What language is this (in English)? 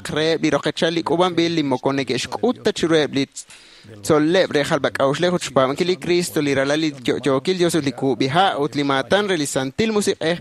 Kekchí